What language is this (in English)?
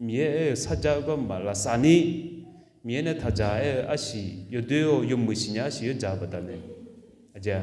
Akha